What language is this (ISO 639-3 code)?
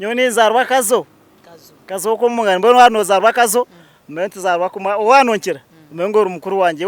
nyn